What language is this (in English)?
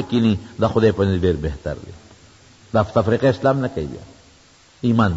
Pashto